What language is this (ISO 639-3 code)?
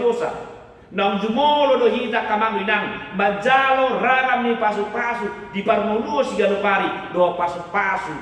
bbc